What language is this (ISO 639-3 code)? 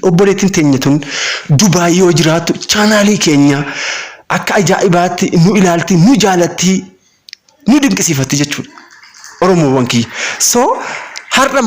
orm